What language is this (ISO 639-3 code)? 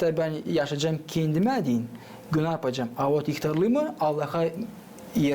gag